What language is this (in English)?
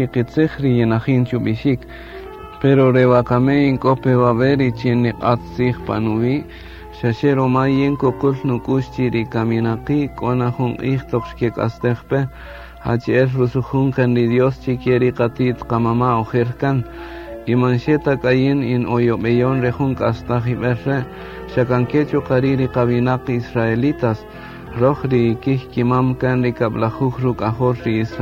Kaqchikel